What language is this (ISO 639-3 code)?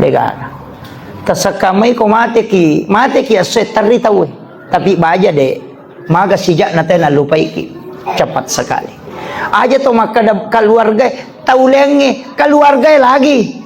bug